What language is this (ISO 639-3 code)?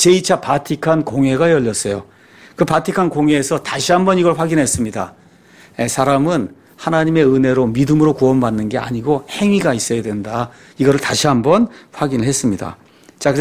kor